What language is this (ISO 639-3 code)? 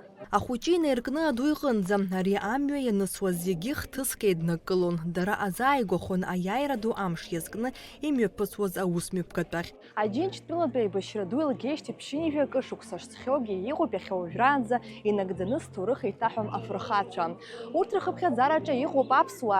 abk